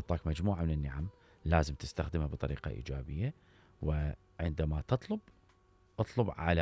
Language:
Mesopotamian Arabic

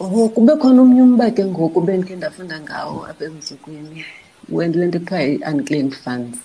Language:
Xhosa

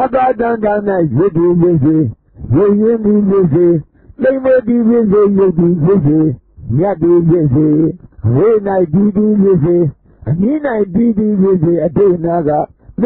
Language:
Burmese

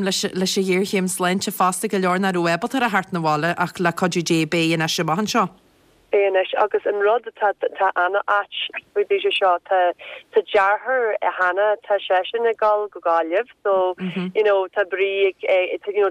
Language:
Irish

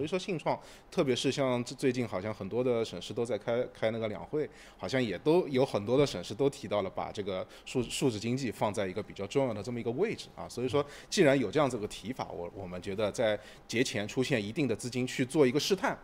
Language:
Chinese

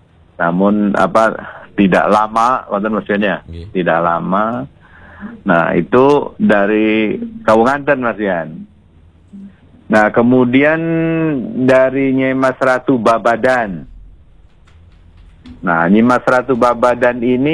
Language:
Indonesian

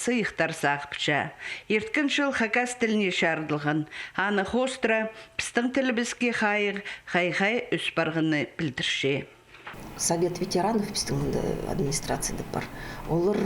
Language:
Khakas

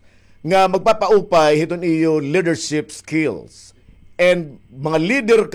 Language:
Waray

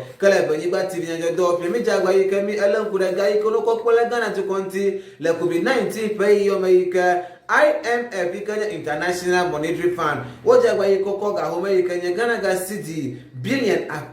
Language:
Ewe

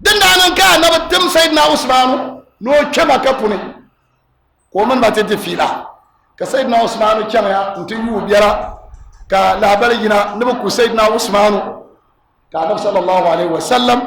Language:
Dagbani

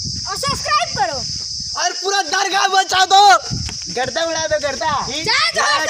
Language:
Chhattisgarhi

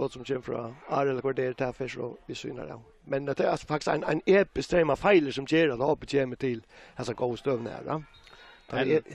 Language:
Faroese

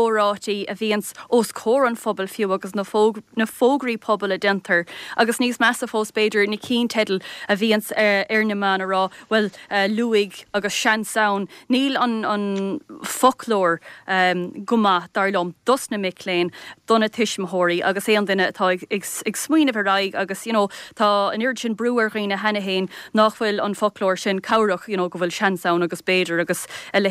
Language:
Irish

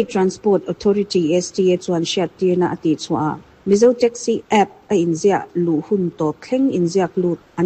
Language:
Mizo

